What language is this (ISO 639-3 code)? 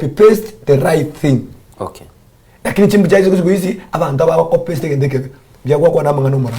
guz